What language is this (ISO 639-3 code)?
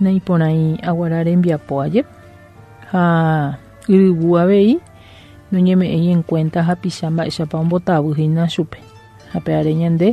grn